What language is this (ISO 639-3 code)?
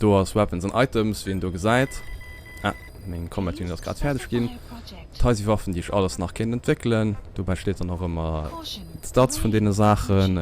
ltz